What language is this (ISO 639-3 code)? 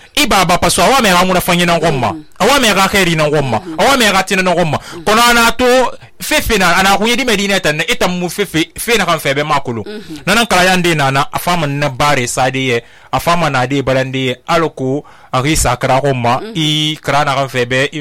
sus